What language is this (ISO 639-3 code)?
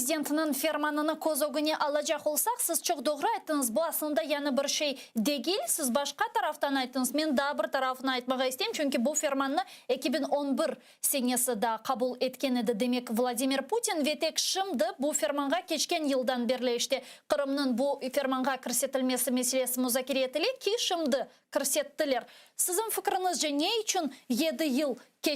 crh